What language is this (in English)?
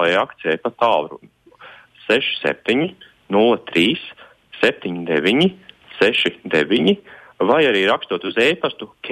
Latvian